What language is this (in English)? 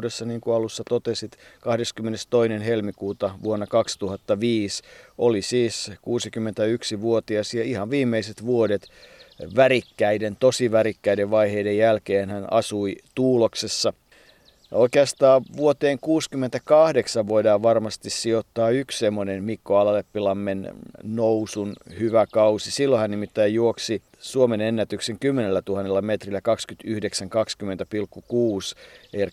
Finnish